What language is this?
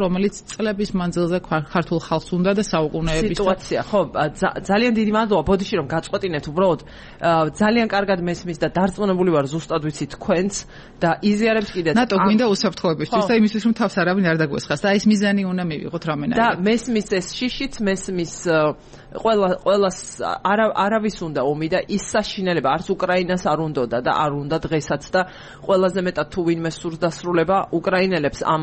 Georgian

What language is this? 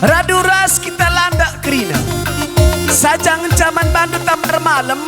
Batak Karo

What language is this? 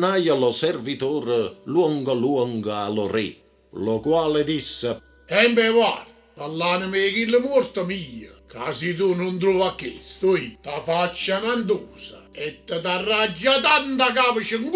Neapolitan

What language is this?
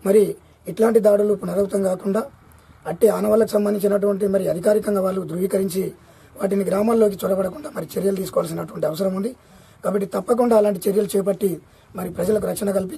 Telugu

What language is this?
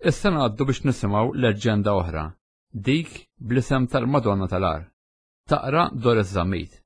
Maltese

